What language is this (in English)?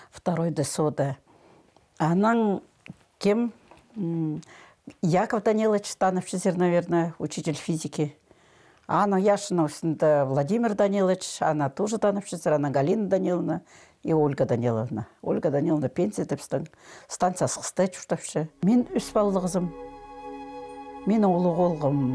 Khakas